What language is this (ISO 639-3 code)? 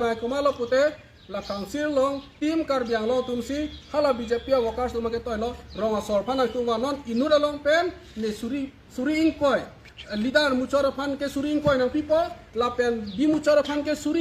mjw